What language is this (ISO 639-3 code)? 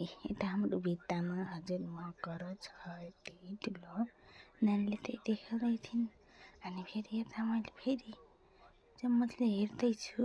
nep